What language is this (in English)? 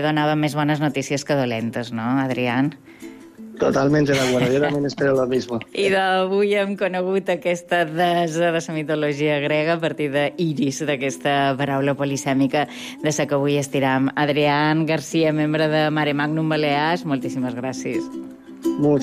Catalan